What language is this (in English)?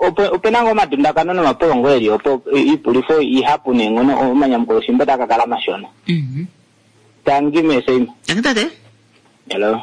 Kuanyama